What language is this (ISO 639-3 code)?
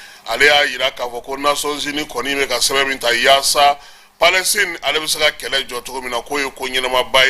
bam